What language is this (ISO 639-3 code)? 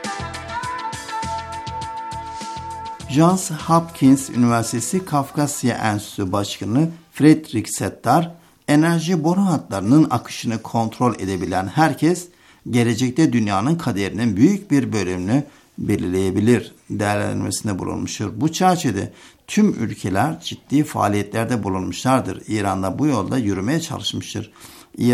tur